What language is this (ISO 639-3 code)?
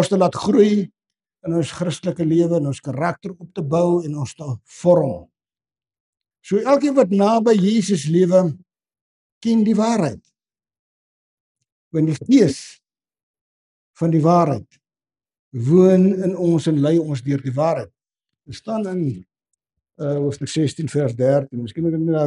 afr